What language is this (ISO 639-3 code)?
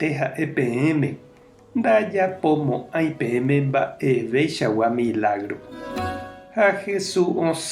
grn